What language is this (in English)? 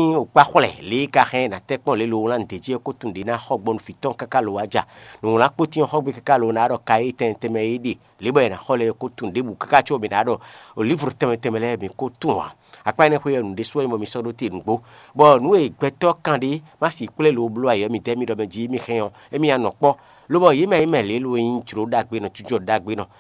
Fon